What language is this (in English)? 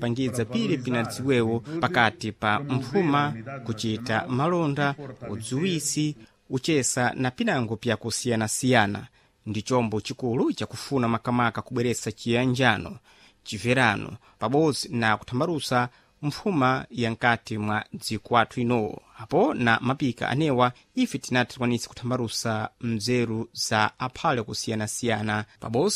Sena